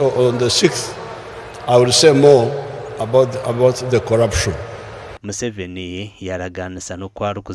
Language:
Nyankole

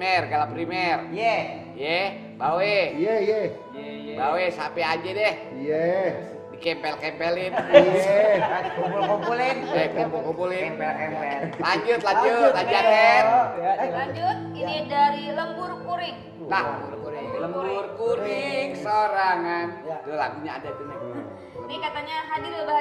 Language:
Betawi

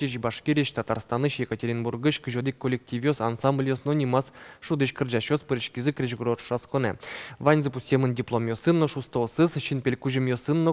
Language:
Udmurt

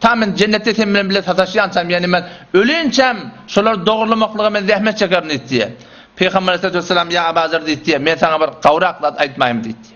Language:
Turkmen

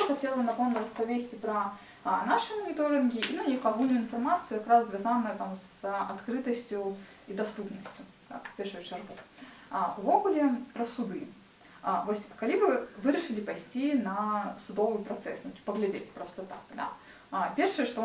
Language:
Belarusian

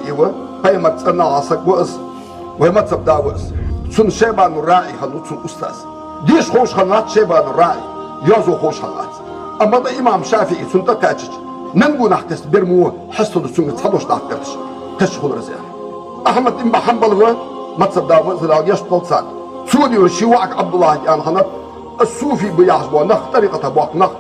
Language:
Ingush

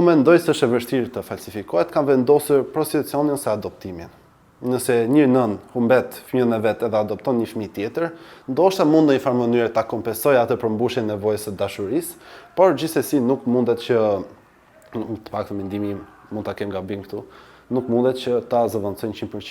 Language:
Albanian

